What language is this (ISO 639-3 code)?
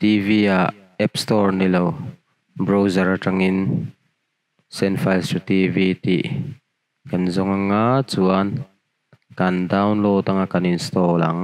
lus